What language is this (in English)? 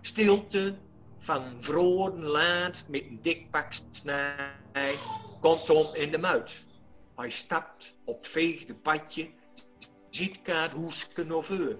Gronings